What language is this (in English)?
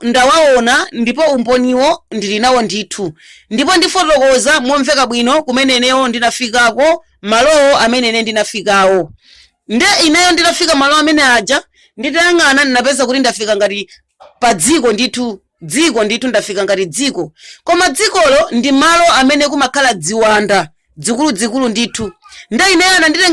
Nyanja